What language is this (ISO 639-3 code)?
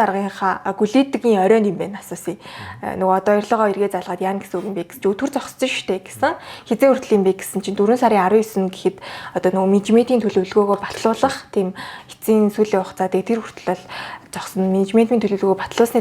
mon